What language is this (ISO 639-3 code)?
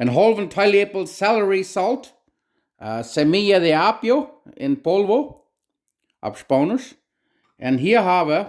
pdt